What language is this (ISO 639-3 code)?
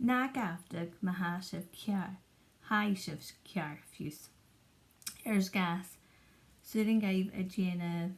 gla